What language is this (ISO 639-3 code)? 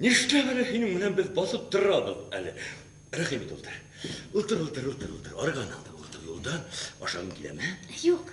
bak